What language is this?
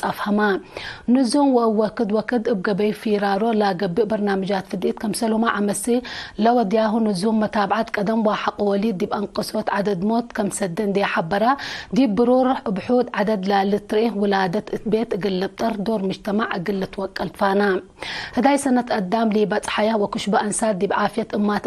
Tigre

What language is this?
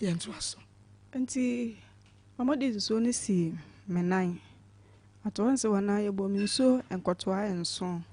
Akan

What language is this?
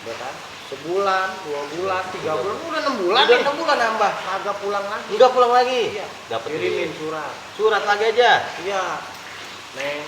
Betawi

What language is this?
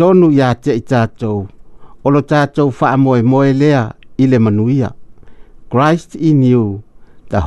Samoan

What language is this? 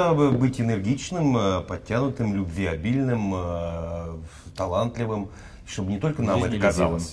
Russian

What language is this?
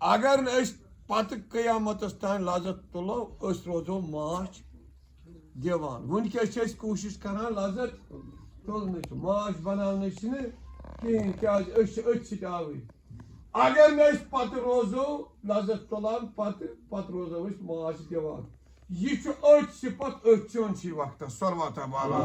Kashmiri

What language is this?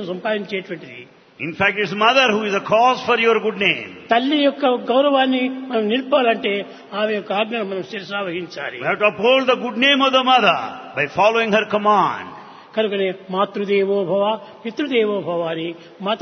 Telugu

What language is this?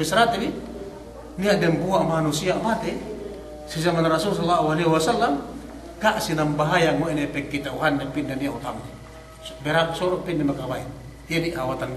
Yakan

